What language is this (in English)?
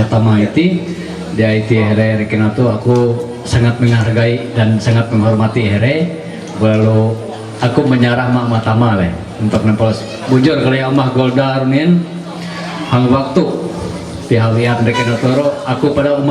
Ma'anyan